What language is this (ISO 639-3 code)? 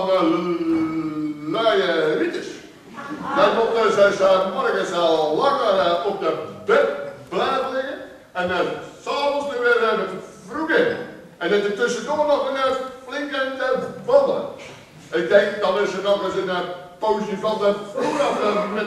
nld